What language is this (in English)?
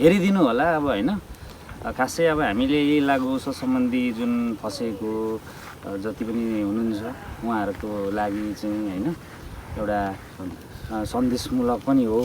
Nepali